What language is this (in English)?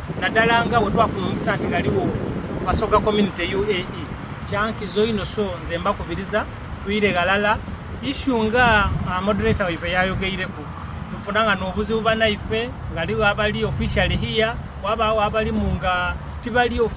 Soga